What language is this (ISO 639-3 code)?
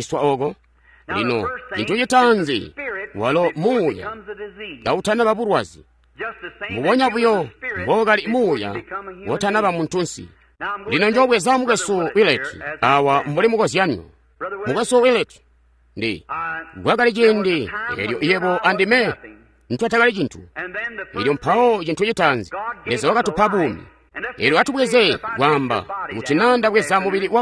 toi